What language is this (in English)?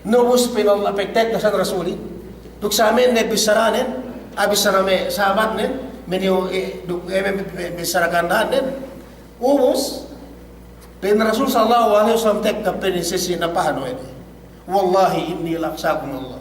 Yakan